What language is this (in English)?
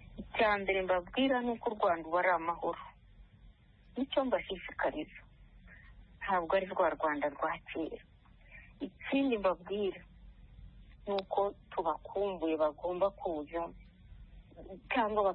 Kinyarwanda